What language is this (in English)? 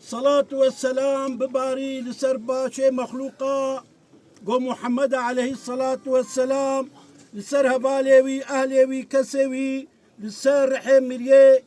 Kurdish